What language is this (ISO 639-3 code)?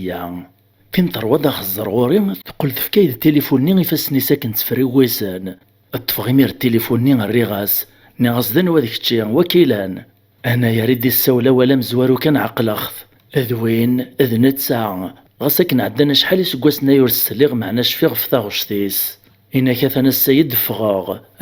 kab